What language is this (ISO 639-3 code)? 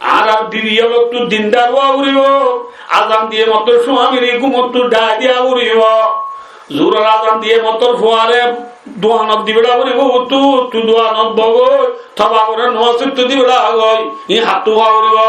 rhg